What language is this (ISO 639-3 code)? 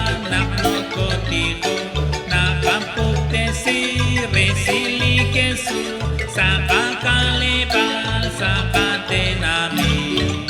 kek